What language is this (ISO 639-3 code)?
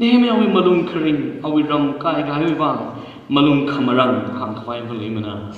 nmf